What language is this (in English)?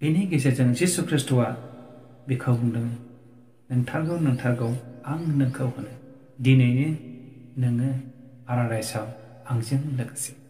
Bodo